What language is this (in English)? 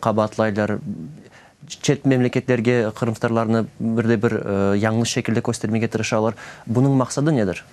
Crimean Tatar